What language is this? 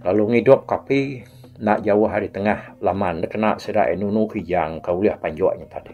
Iban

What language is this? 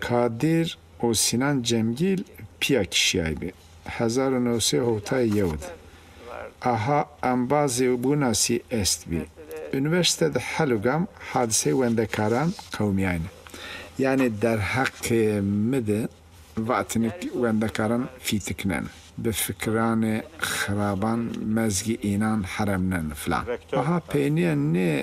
Zaza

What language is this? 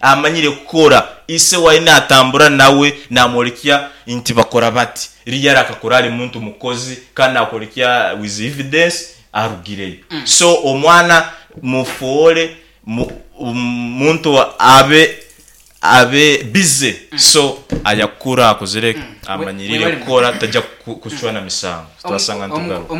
Nyankole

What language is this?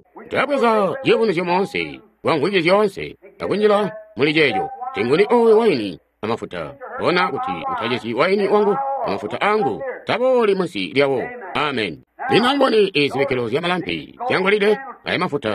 Tonga (Zambia)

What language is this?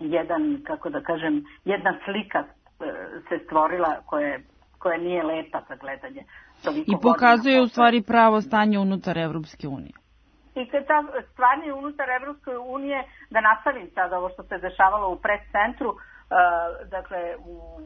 Serbian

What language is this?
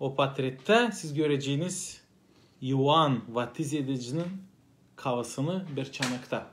Gagauz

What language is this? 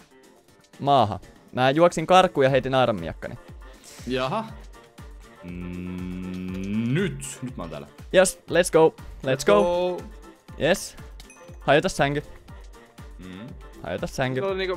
Finnish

